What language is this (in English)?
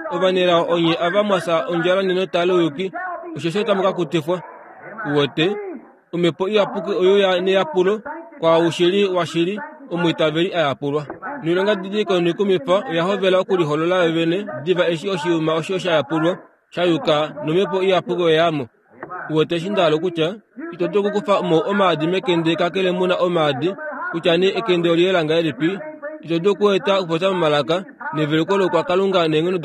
Kuanyama